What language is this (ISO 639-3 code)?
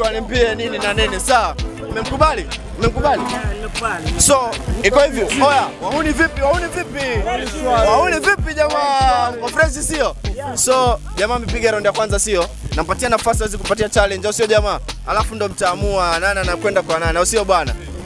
swa